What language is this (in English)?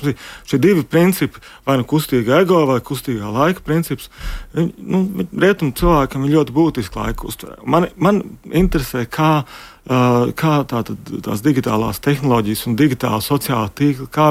Latvian